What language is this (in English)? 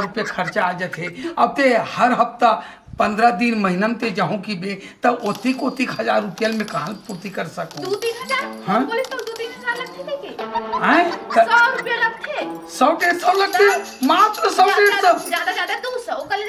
Chhattisgarhi